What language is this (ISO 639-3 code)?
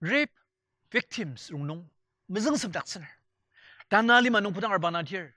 njo